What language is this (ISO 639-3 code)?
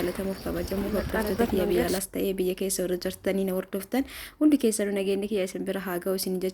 orm